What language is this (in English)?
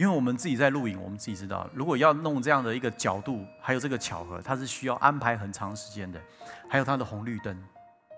Chinese